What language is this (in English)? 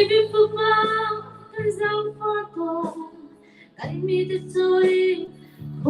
Hakha Chin